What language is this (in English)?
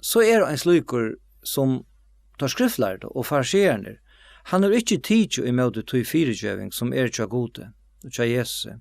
Faroese